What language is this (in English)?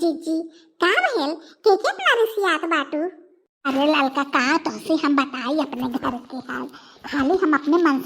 Bhojpuri